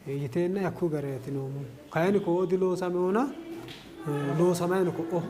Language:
Sidamo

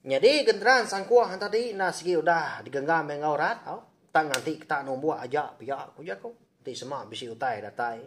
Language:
Iban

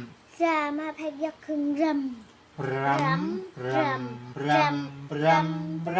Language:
Shan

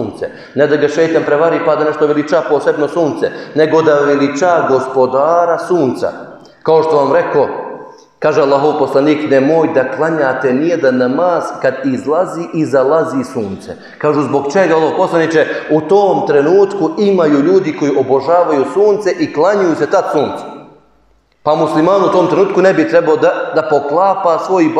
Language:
Bosnian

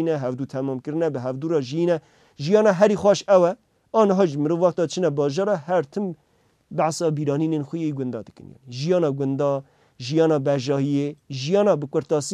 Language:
Kurdish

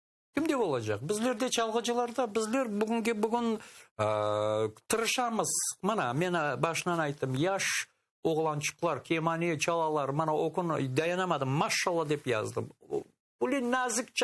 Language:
Crimean Tatar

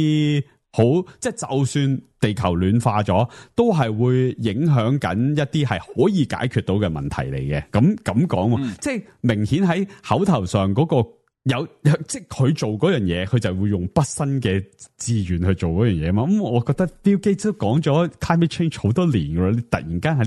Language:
Cantonese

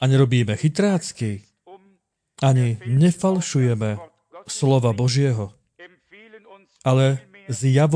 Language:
Slovak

